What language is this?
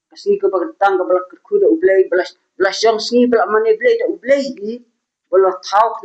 Khasi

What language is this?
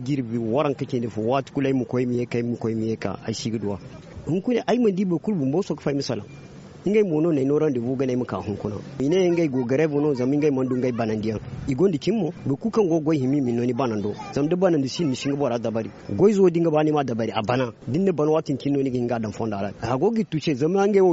Zarma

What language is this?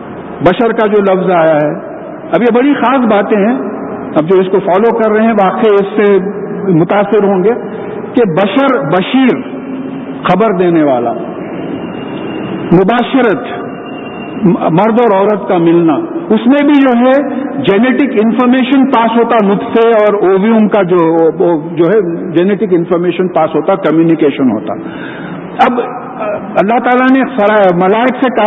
Urdu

